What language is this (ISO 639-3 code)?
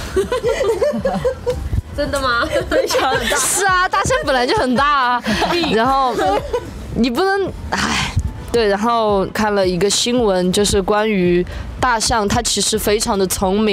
zho